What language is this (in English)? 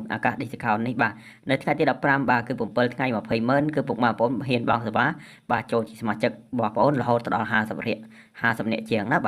Khmer